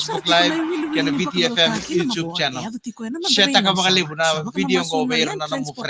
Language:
Fijian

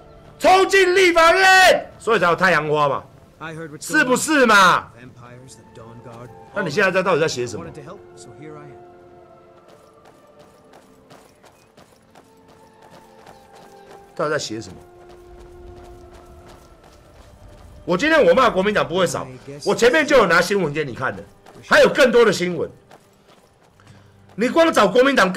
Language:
Chinese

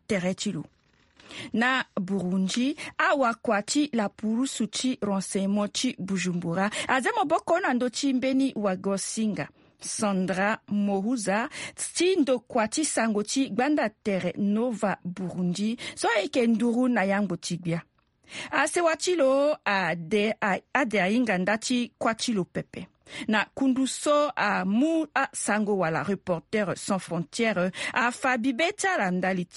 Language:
Sango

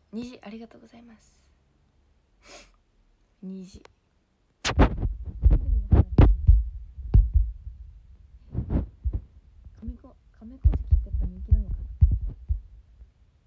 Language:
Japanese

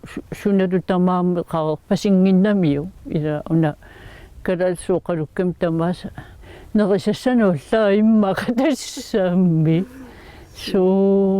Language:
Kalaallisut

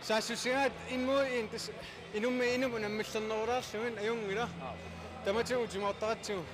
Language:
Kalaallisut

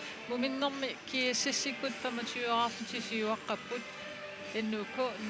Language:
Kalaallisut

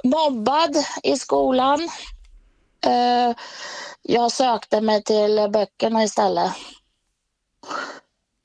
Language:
Swedish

